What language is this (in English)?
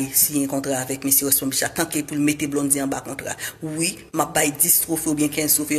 Haitian Creole